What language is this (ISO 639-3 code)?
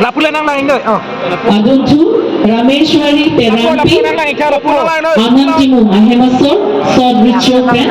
mjw